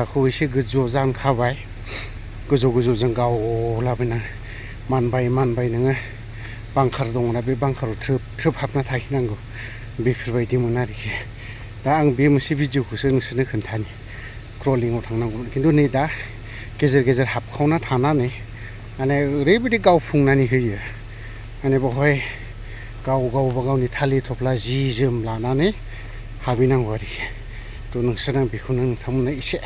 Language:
Bodo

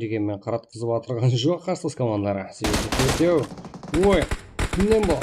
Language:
Kara-Kalpak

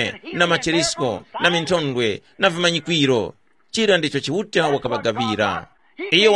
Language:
Tumbuka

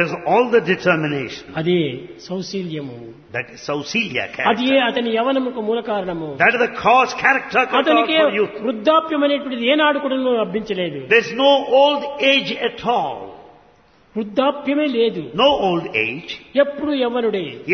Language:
Telugu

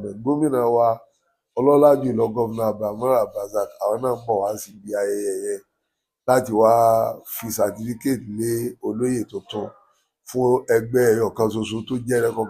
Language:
Yoruba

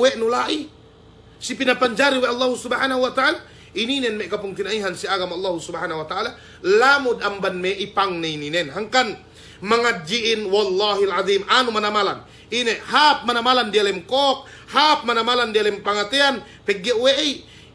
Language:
Yakan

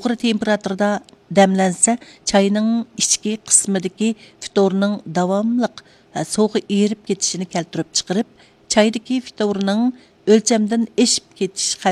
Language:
Uyghur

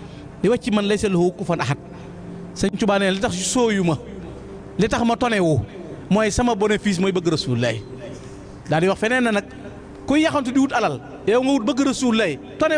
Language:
Wolof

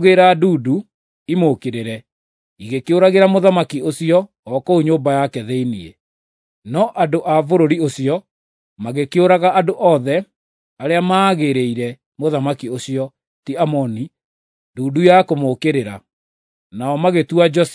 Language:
Kikuyu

